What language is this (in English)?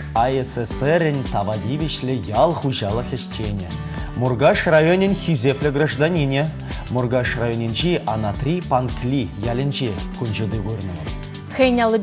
Chuvash